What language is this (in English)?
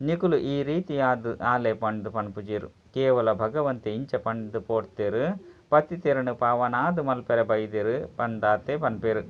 Tulu